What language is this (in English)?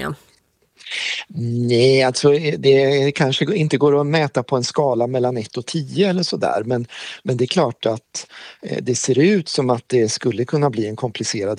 Swedish